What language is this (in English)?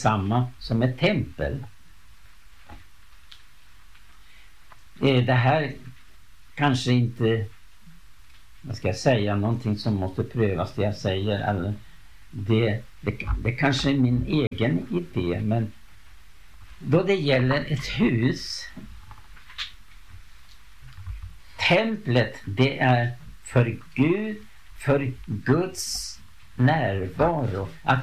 Swedish